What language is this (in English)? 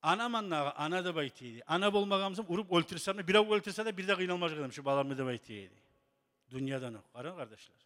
Kumyk